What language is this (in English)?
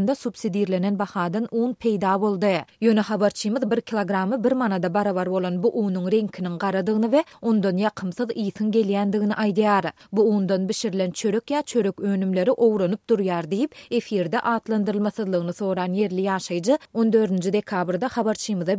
Turkmen